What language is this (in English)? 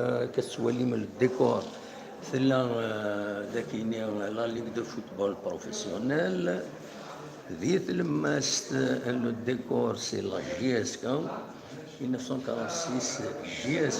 Kabyle